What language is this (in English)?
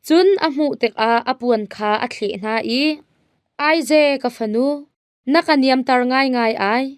Hakha Chin